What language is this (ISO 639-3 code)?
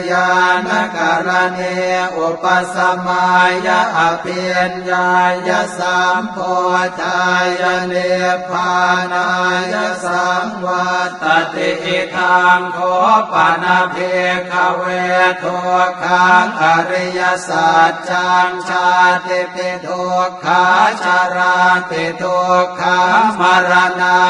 pli